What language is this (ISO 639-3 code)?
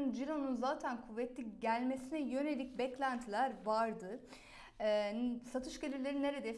tur